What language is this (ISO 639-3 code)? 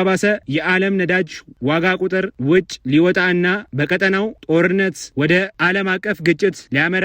amh